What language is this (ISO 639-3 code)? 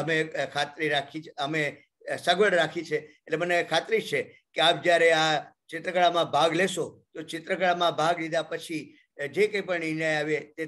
guj